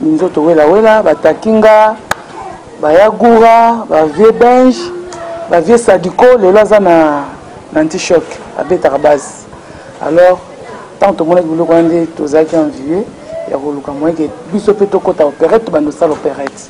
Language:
Lingala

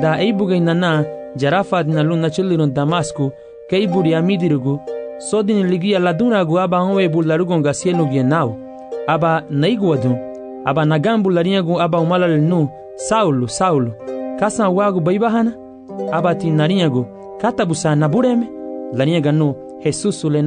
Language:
Garifuna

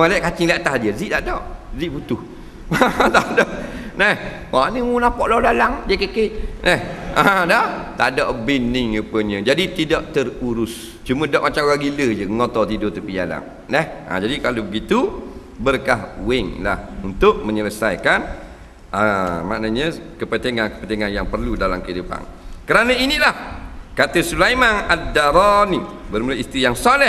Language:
Malay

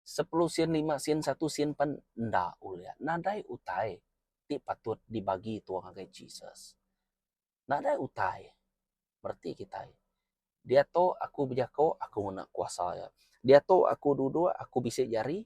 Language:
Iban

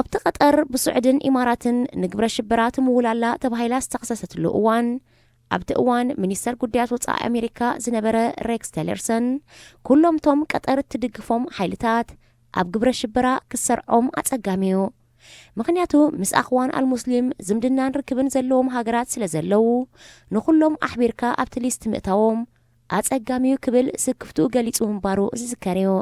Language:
Tigrinya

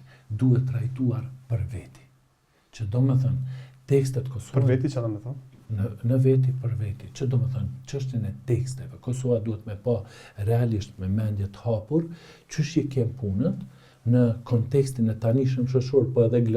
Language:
Albanian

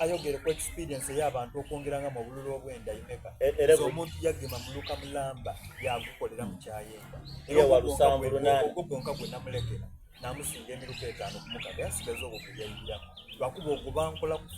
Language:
Soga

